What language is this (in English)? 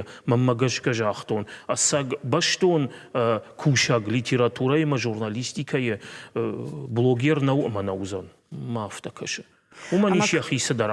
Ossetic